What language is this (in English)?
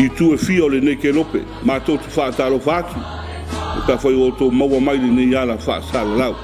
Samoan